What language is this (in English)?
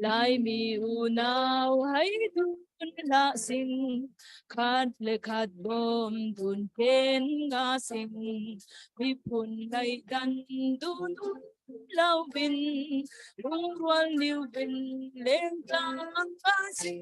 Falam Chin